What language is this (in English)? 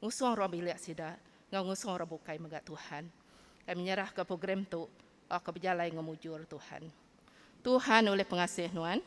Iban